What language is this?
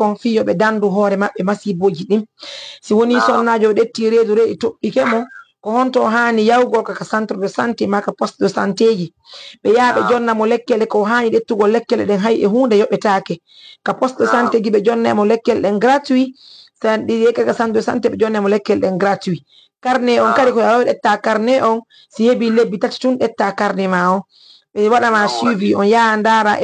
Fula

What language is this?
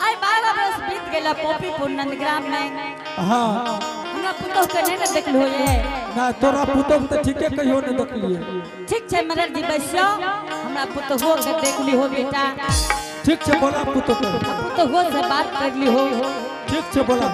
Angika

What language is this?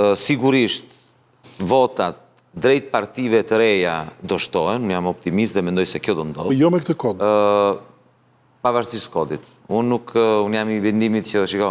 Albanian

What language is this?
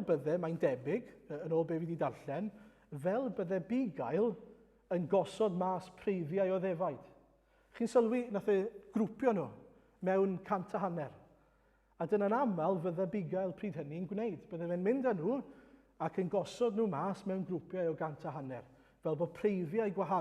Welsh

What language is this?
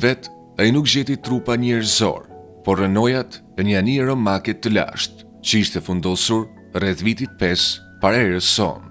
Albanian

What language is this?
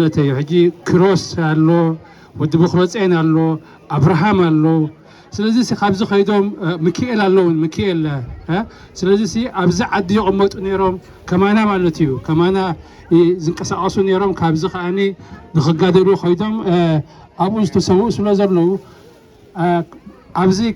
Tigrinya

